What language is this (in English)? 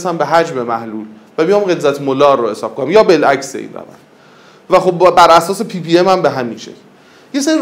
Persian